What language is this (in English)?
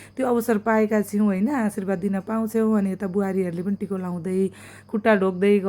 Nepali